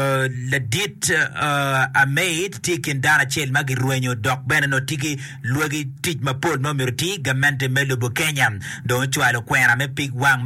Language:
Acoli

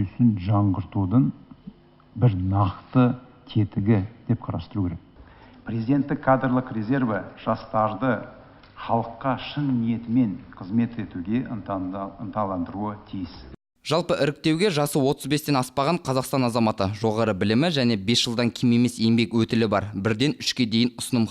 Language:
Kazakh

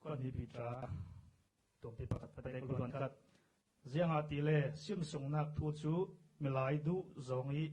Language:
Falam Chin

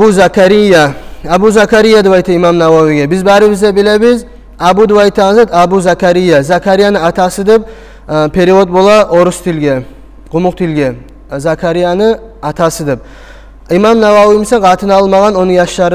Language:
Kumyk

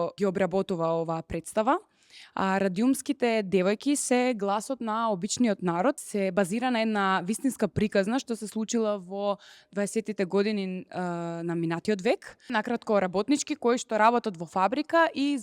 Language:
Macedonian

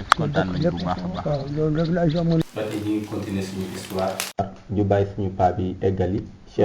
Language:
Wolof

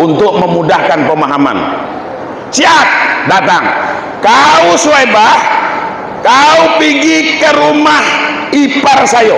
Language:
Minangkabau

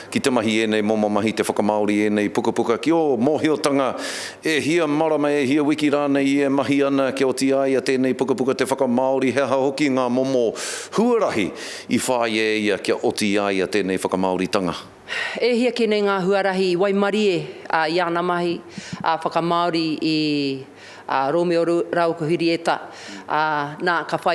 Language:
Māori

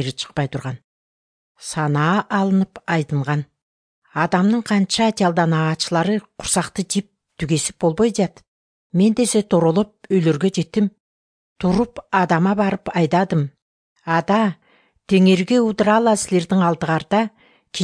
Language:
Kyrgyz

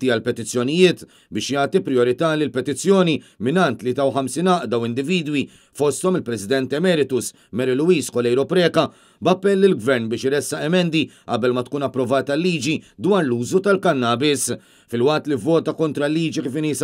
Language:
Maltese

